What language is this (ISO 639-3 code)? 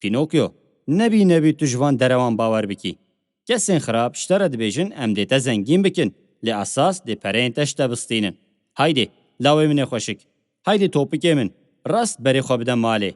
kur